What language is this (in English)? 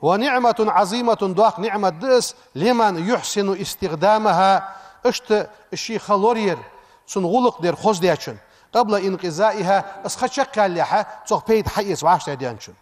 Ingush